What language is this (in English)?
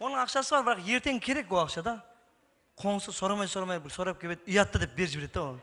Kara-Kalpak